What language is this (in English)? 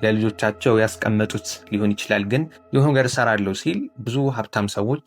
Amharic